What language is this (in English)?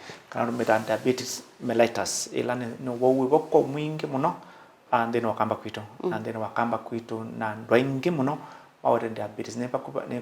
Kamba